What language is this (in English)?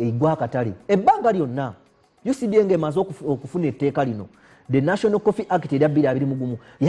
Ganda